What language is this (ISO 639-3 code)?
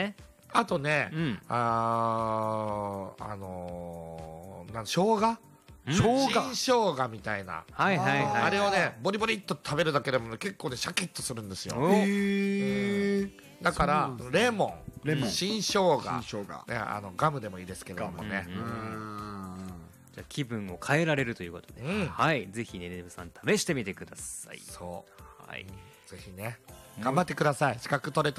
jpn